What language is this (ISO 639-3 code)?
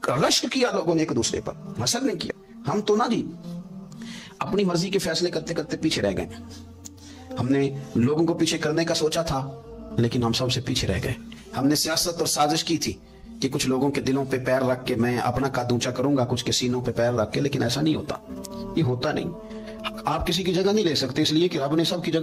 urd